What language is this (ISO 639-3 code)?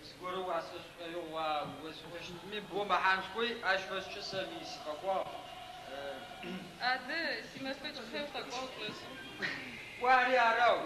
ady